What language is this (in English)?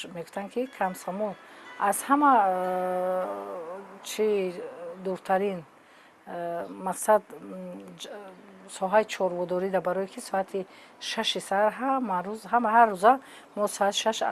Tajik